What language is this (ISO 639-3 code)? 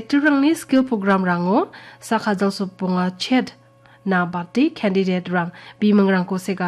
grt